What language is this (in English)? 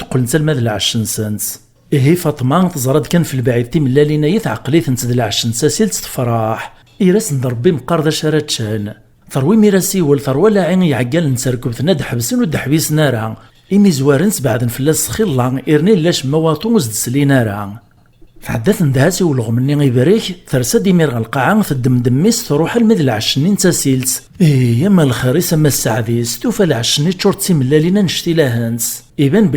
Kabyle